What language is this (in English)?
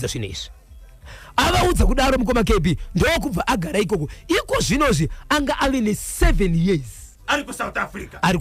Shona